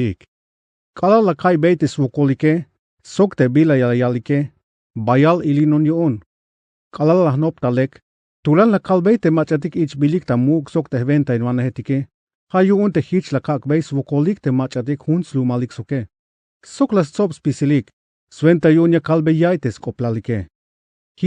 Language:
Tzeltal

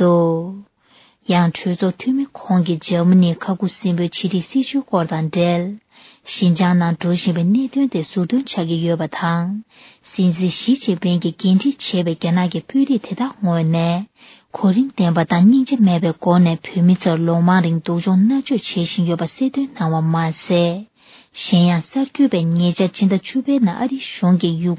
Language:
Tibetan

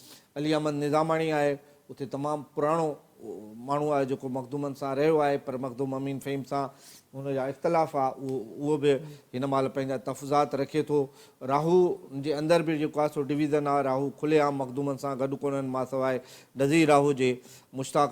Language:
Sindhi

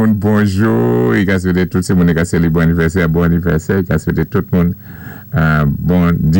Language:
Saint Lucian Creole French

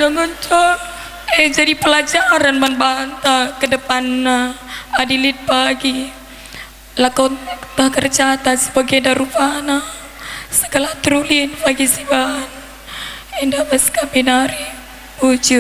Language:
Batak Karo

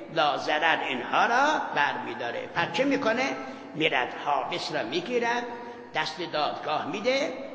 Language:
Persian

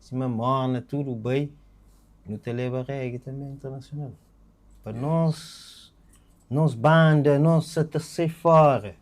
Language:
Kabuverdianu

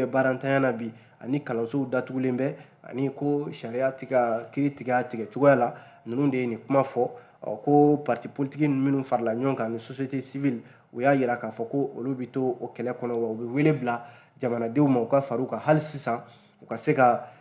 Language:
Bambara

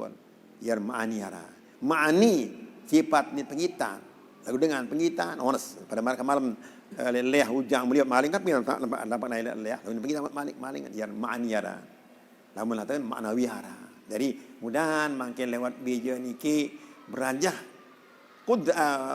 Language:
Sasak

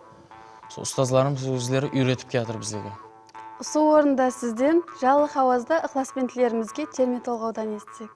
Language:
Kara-Kalpak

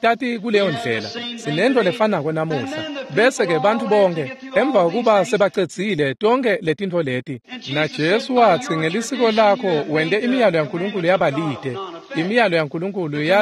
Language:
Swati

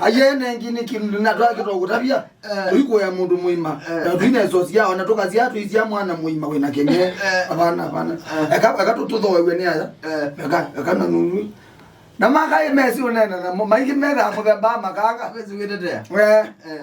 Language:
Kamba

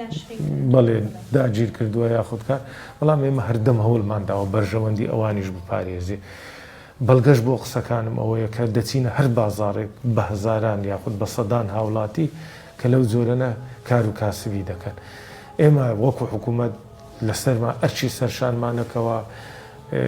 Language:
Central Kurdish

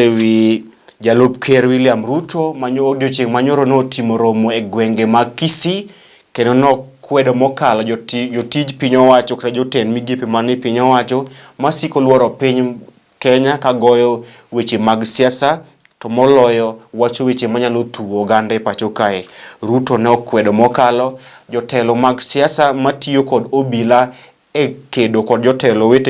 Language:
Luo (Kenya and Tanzania)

